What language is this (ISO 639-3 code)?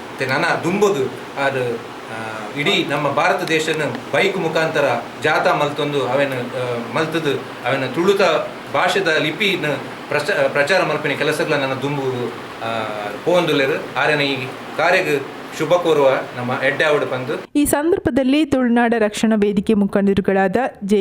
tcy